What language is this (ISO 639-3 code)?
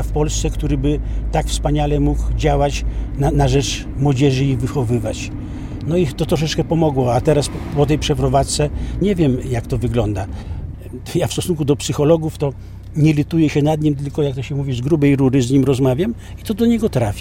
pol